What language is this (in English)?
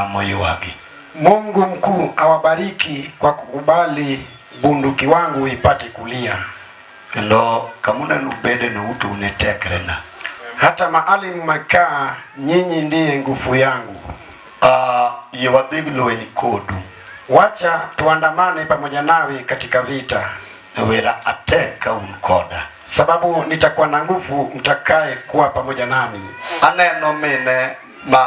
Luo (Kenya and Tanzania)